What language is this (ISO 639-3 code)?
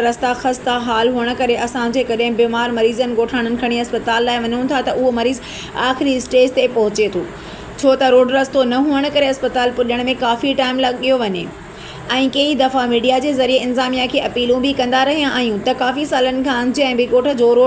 snd